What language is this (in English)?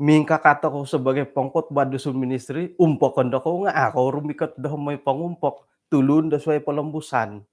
Central Dusun